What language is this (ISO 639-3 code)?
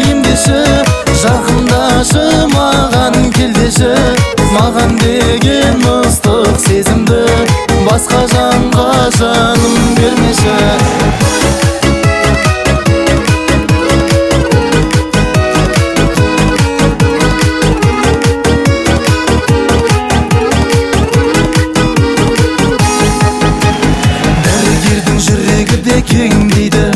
kaz